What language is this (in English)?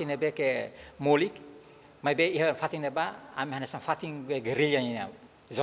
Tetum